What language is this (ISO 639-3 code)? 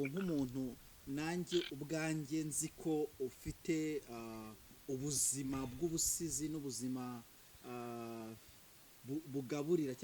kin